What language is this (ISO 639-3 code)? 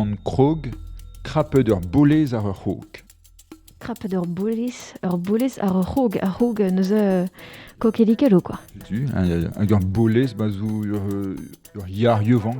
bre